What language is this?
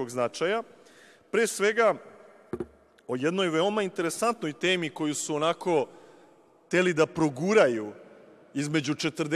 Serbian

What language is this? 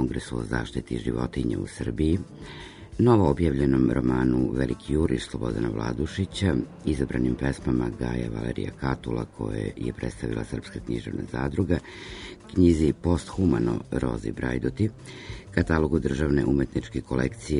Serbian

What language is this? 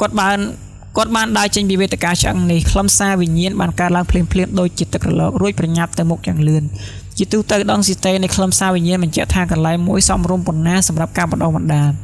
Khmer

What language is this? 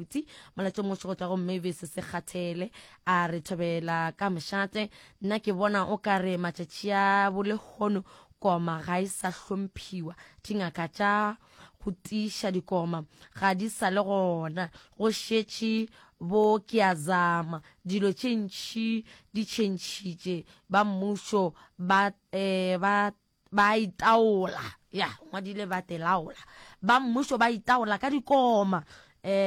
Northern Sotho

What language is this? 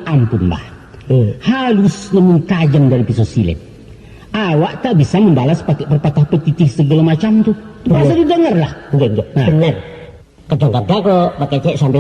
Minangkabau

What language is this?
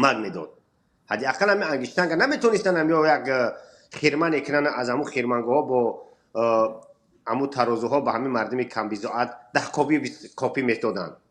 Tajik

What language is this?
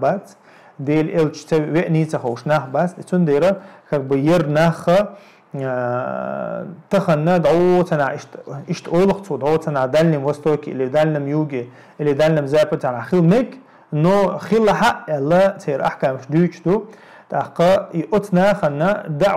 Chechen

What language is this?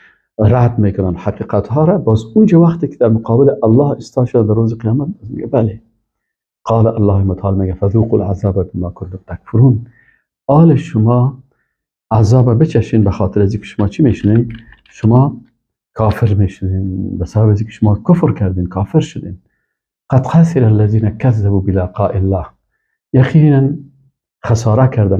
Persian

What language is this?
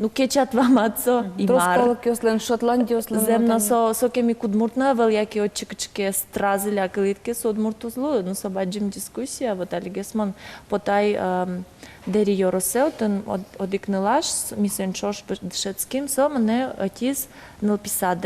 Udmurt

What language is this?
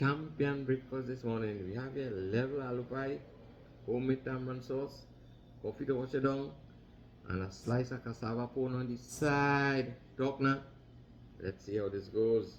Jamaican Creole English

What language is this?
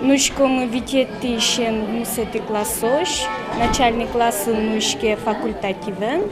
Udmurt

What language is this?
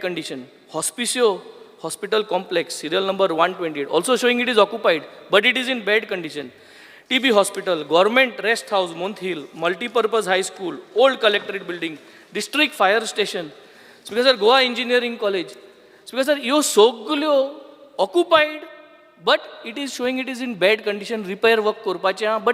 Konkani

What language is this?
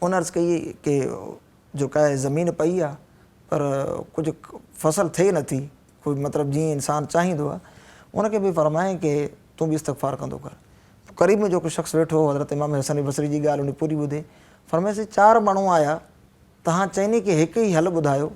Sindhi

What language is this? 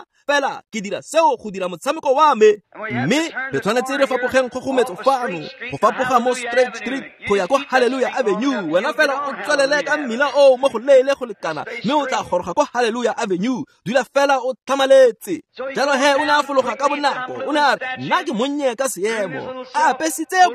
Tswana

